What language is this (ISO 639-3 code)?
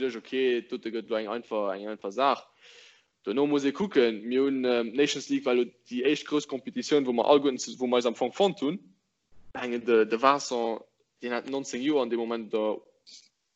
ltz